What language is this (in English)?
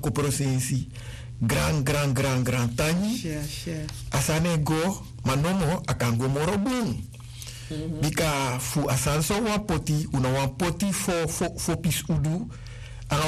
Sranan Tongo